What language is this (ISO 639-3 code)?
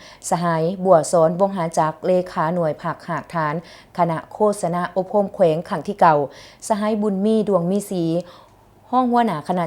lao